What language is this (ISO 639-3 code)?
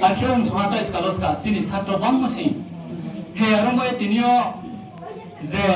ria